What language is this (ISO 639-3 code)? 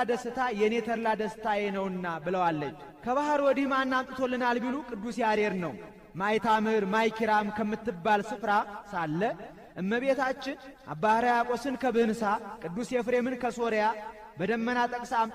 amh